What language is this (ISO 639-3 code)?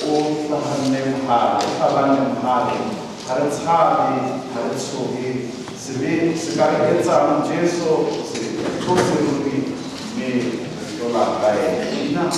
sot